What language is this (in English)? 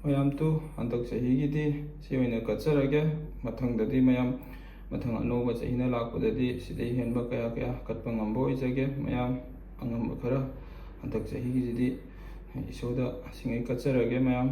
Manipuri